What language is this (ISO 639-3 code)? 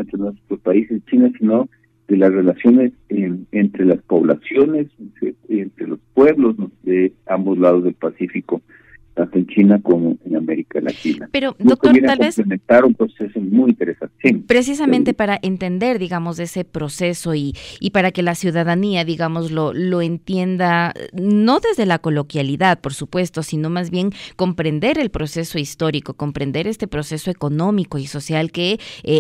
spa